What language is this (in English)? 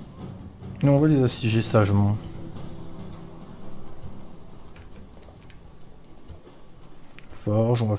French